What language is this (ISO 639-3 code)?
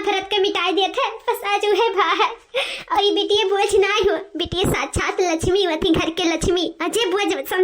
awa